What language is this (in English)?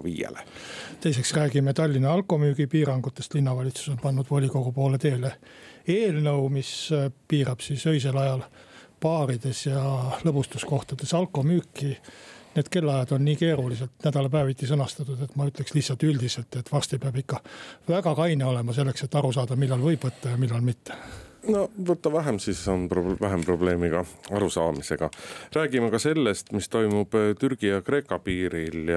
Estonian